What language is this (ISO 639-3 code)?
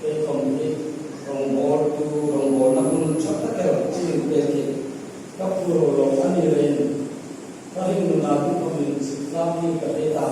hmr